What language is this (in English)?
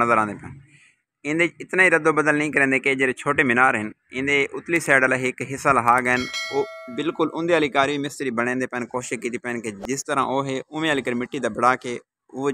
Saraiki